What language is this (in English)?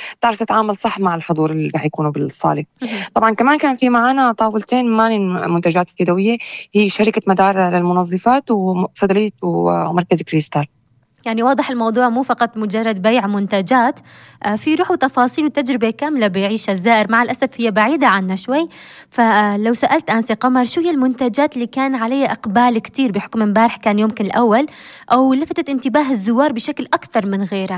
North Levantine Arabic